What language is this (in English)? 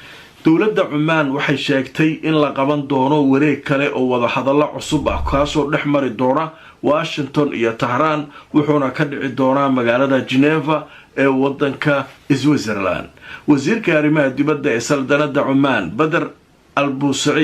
Somali